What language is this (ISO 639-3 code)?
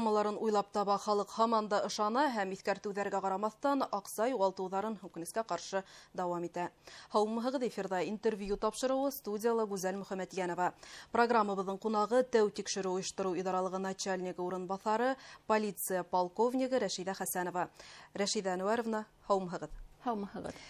bak